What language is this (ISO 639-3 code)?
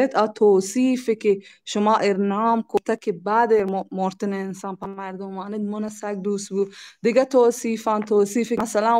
bal